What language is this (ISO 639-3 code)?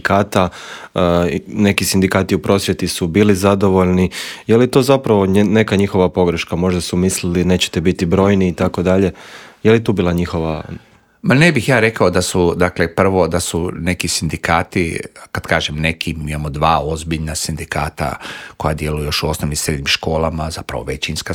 hrv